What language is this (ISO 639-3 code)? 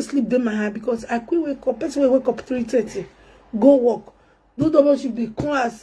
pcm